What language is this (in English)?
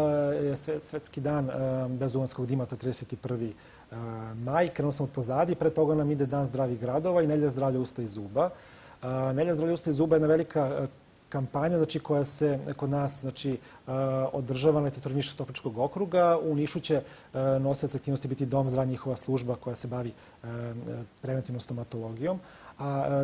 Serbian